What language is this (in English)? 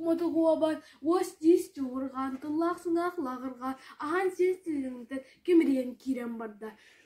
Yakut